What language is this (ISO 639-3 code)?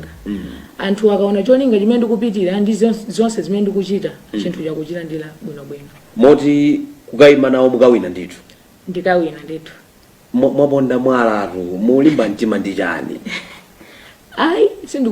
nya